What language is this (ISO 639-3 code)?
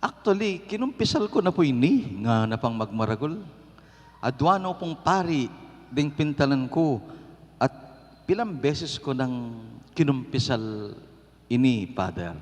pam